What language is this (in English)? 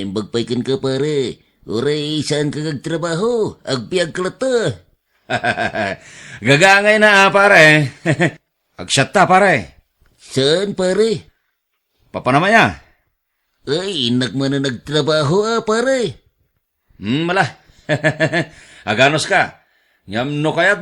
Iloko